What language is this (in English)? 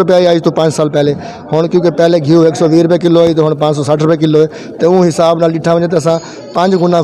Saraiki